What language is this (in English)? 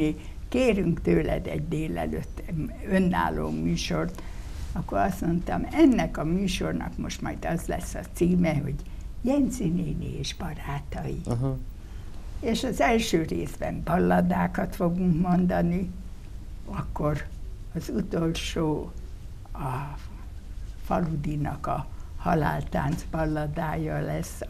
Hungarian